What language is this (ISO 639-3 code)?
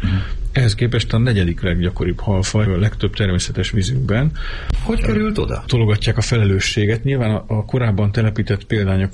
hun